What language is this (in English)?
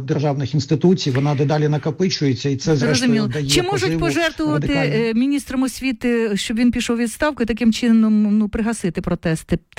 Ukrainian